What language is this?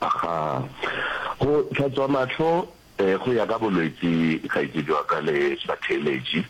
Northern Sotho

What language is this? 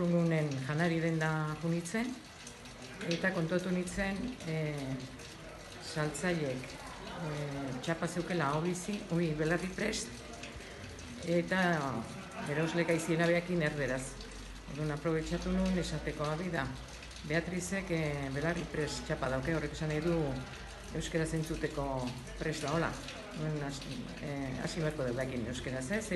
Basque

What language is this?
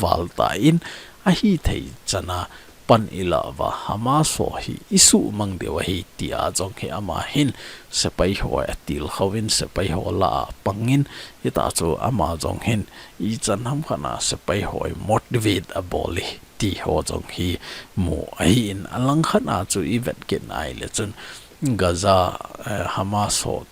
Thado Chin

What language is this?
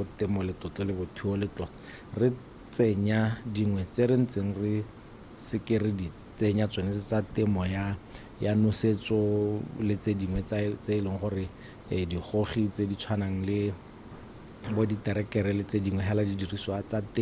Tswana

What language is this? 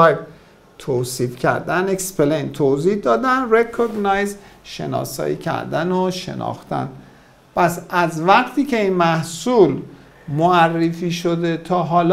Persian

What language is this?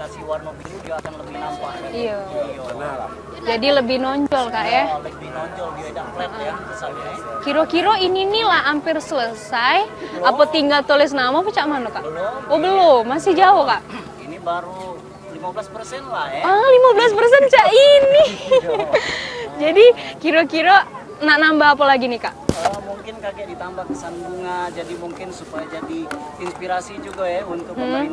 Musi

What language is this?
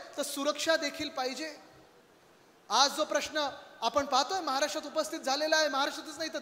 Marathi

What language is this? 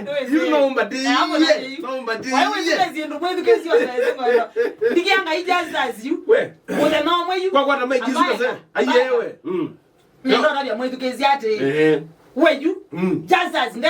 Kamba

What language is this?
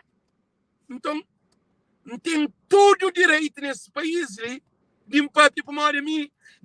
Kabuverdianu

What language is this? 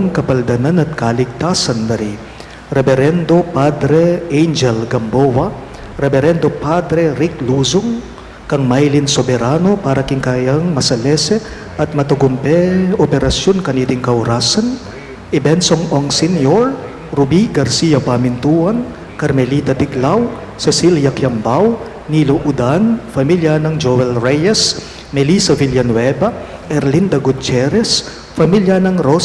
Pampanga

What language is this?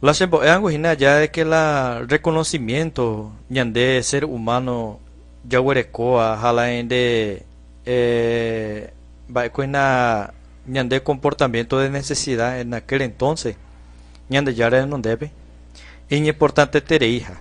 Guarani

